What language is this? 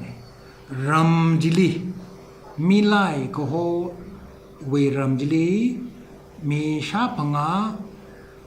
Tangkhul Naga (India)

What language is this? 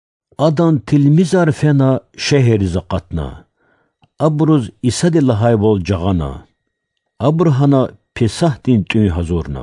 Lezghian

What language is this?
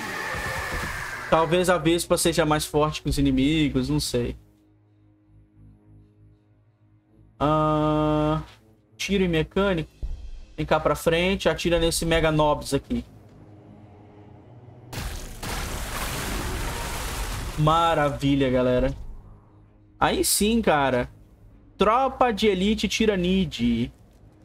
Portuguese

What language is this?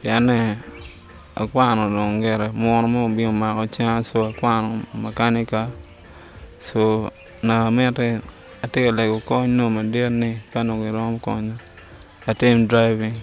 Acoli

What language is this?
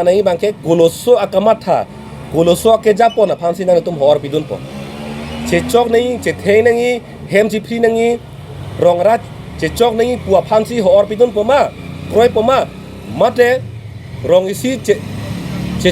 Karbi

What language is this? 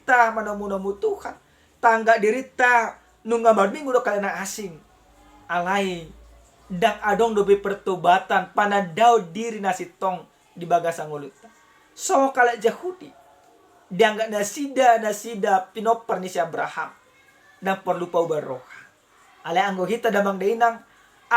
Batak Toba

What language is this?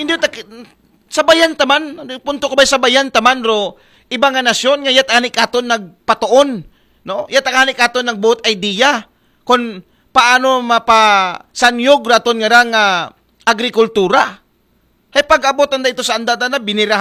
Aklanon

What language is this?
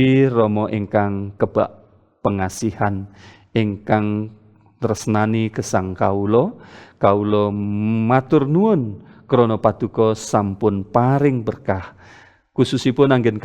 Javanese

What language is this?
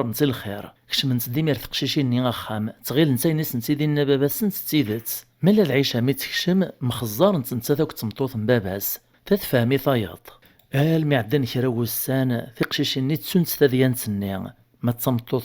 Kabyle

